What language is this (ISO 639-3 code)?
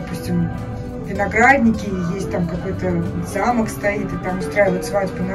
rus